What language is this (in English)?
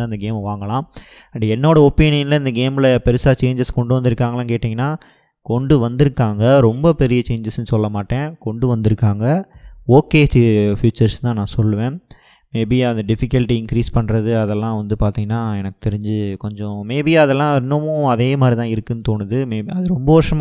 Tamil